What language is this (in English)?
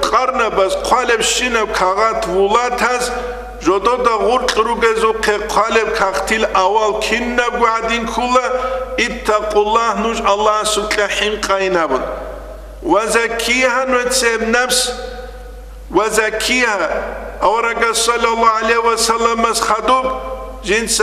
Avaric